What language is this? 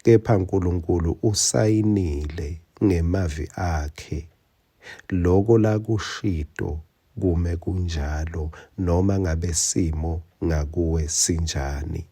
Swati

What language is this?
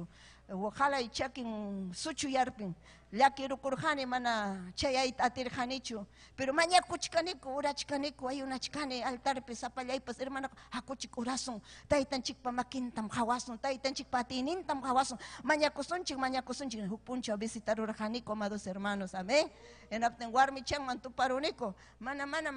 Ayacucho Quechua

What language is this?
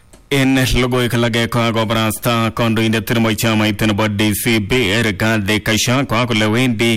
Swahili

